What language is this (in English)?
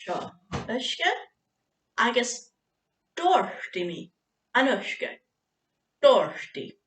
Scottish Gaelic